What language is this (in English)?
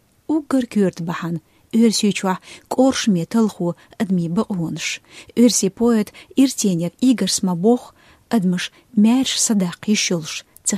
Chechen